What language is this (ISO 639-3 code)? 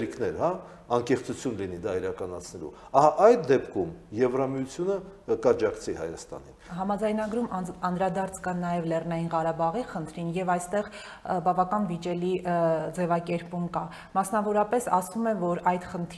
hye